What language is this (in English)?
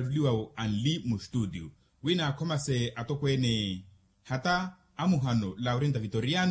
Makhuwa